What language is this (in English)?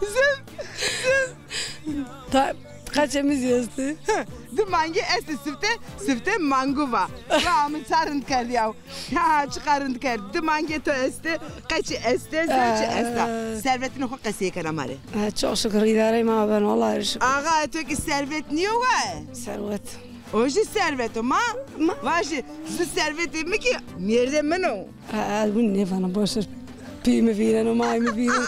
Zaza